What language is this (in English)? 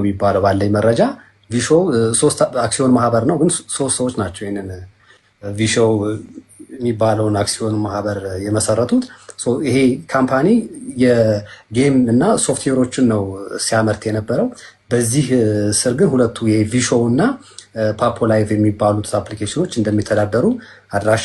Amharic